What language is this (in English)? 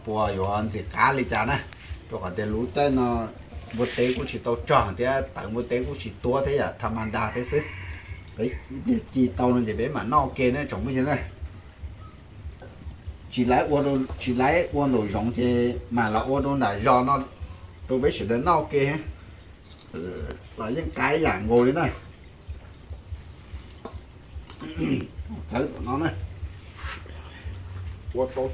Vietnamese